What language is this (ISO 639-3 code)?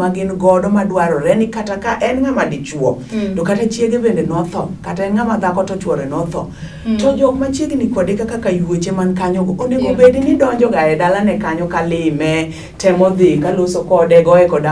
luo